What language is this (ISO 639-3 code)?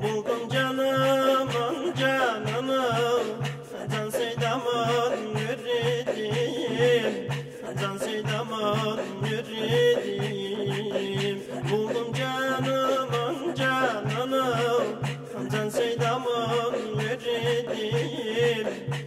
tur